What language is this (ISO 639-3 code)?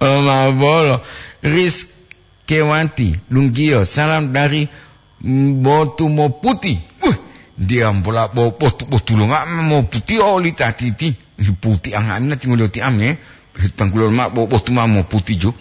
gor